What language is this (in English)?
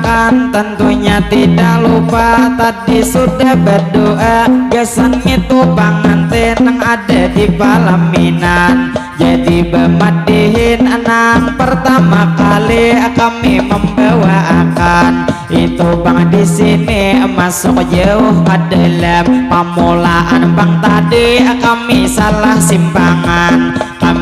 Banjar